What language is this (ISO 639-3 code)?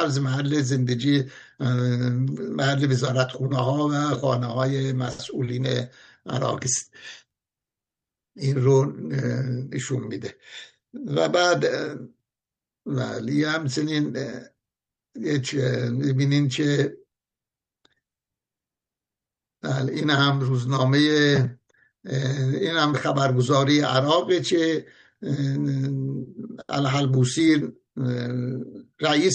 fas